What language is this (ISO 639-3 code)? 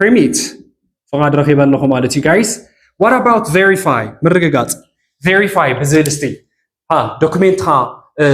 tir